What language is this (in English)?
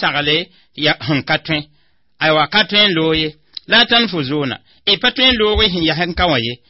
Mossi